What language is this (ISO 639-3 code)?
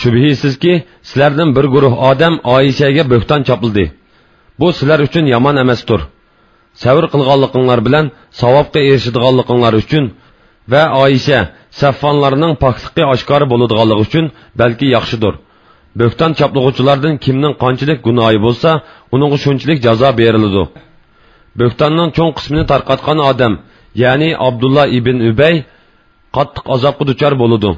uig